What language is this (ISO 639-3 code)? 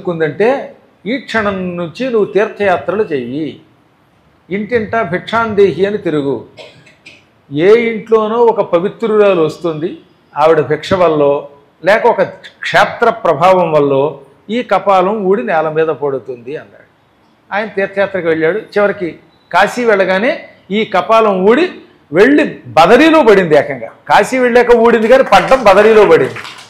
tel